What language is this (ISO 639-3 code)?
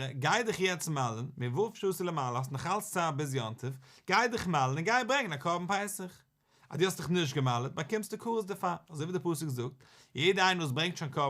yid